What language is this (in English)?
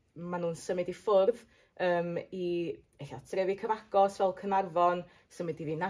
Welsh